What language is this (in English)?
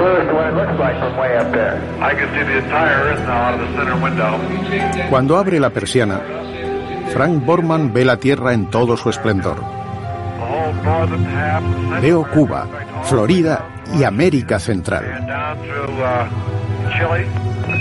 Spanish